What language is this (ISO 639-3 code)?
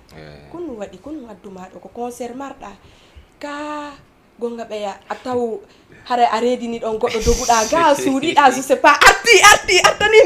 ful